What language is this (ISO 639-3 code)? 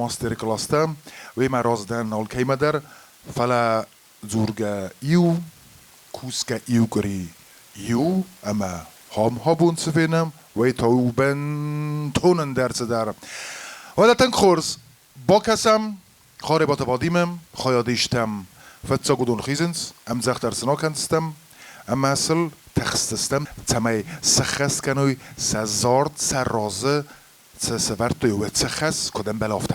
oss